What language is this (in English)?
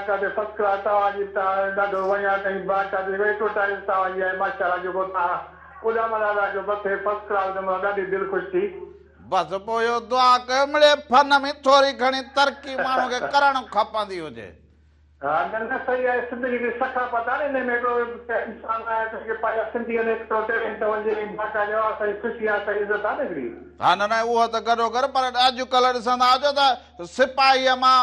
Sindhi